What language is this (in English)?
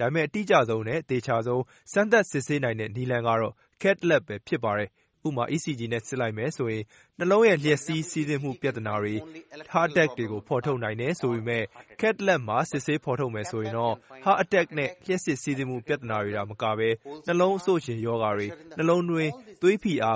Burmese